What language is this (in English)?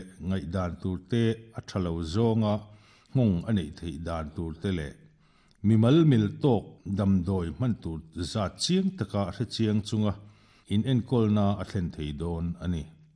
Mizo